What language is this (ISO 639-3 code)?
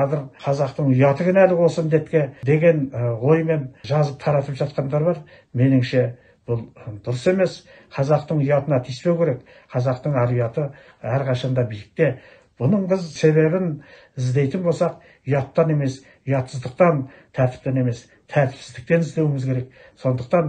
kaz